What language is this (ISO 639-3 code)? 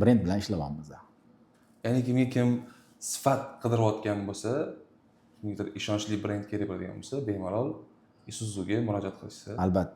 uzb